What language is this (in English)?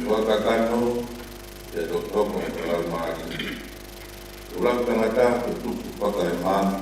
Tongan